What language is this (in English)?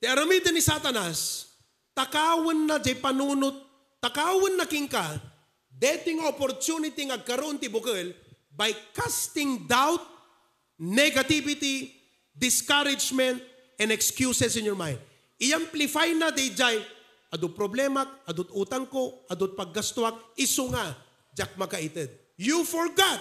Iloko